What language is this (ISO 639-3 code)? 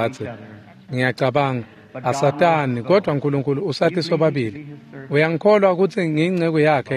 ssw